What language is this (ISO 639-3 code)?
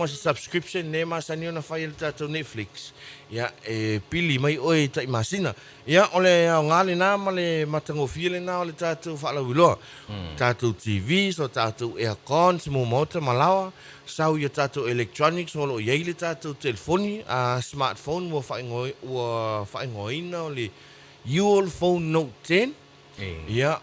smo